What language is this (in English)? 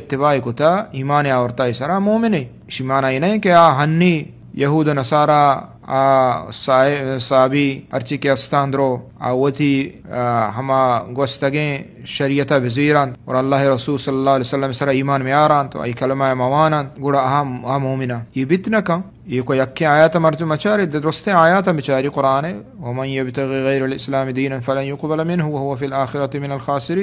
Eastern Balochi